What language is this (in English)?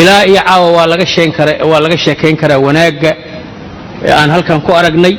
Somali